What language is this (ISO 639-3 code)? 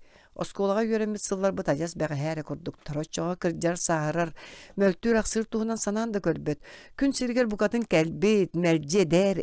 sah